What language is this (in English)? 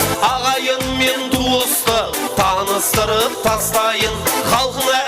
Kara-Kalpak